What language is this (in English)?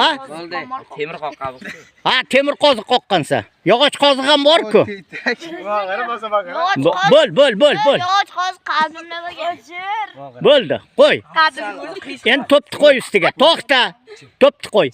Uzbek